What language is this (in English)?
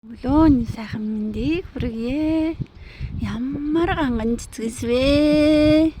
Mongolian